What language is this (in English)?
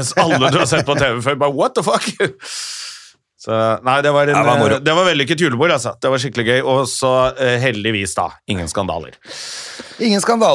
Norwegian